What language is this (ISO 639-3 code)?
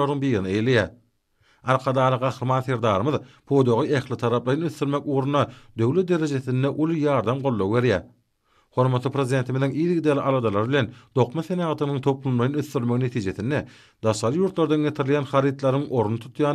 tuk